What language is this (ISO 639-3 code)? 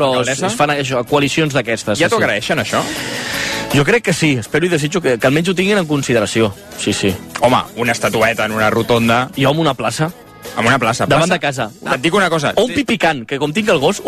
cat